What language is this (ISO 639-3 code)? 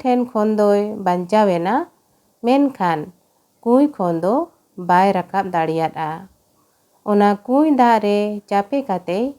sat